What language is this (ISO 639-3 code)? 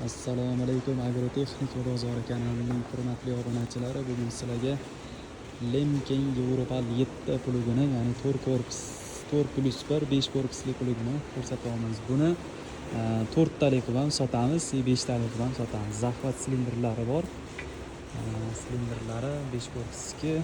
uzb